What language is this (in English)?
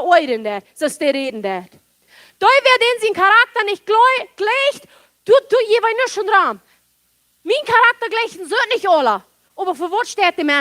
Plautdietsch